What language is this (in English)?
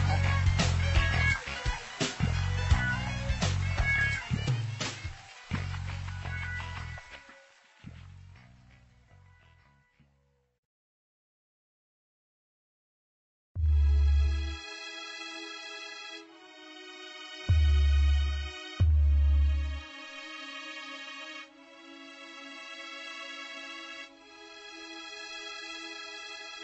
Hungarian